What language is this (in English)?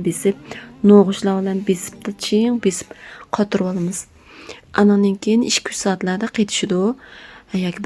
Uyghur